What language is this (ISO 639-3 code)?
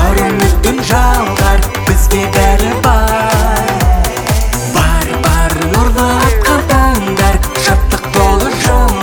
kaz